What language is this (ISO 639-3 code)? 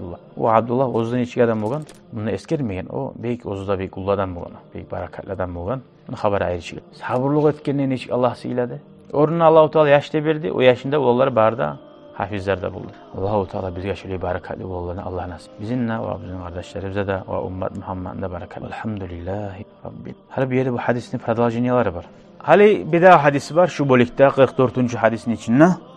kum